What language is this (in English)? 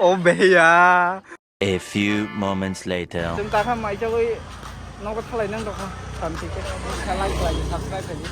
Kok Borok